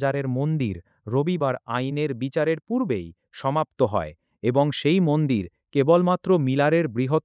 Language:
Bangla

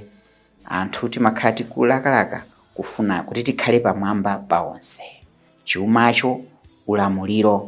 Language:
Nyanja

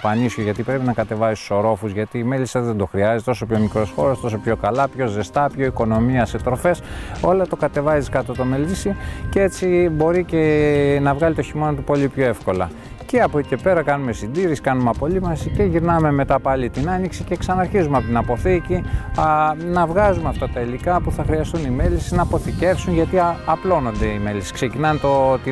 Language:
Greek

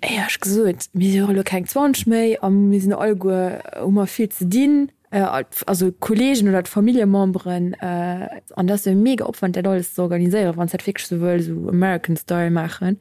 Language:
Luxembourgish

